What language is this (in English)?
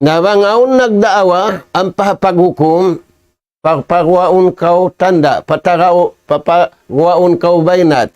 Tausug